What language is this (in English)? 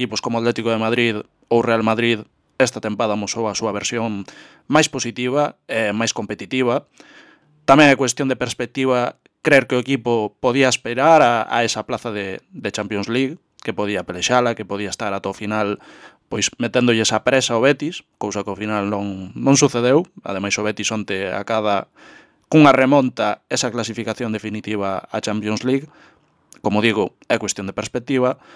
Galician